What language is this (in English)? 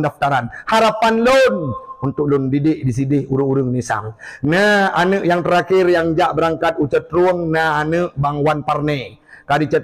Achinese